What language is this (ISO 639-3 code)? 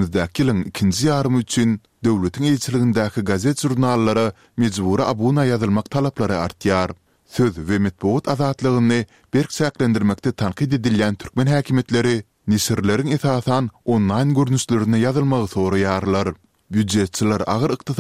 tuk